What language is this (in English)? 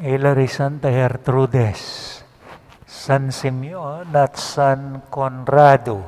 Pampanga